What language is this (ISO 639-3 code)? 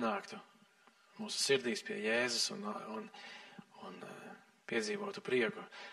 lav